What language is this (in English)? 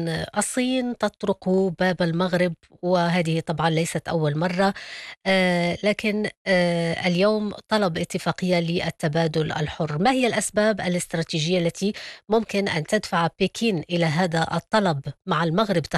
Arabic